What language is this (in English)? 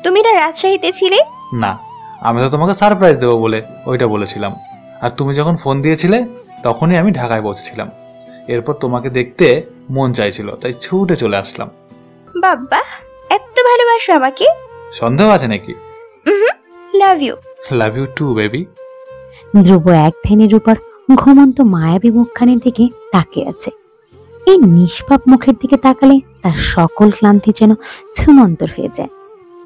Bangla